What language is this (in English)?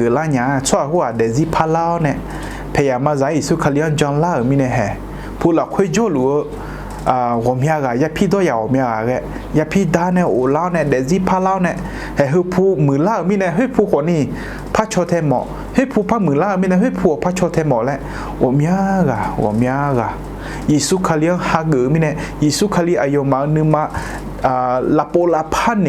Akha